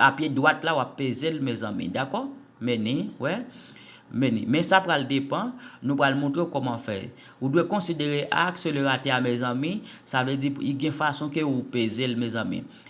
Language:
Haitian Creole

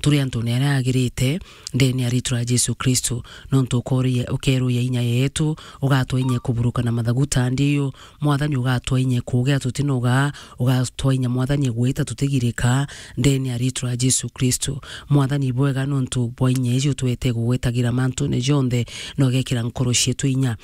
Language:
Meru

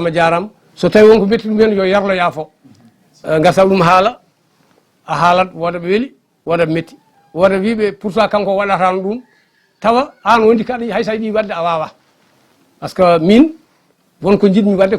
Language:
Fula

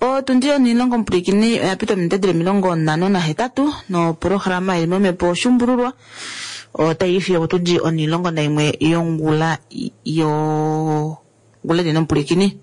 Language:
Kuanyama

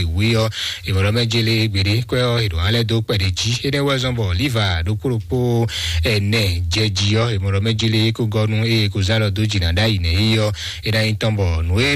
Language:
Fon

